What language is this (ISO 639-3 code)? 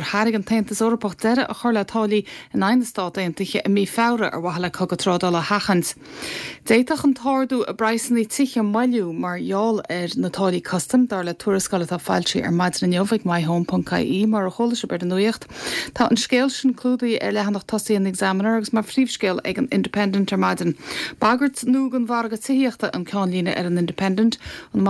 gle